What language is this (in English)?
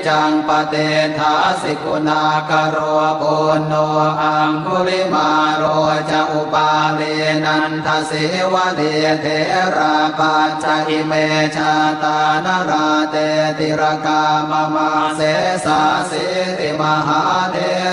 Pali